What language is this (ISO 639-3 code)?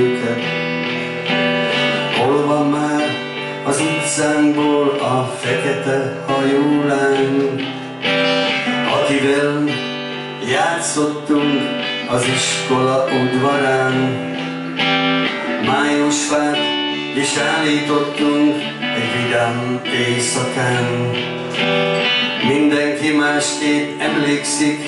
hun